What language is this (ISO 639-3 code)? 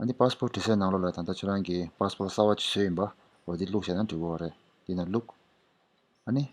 bod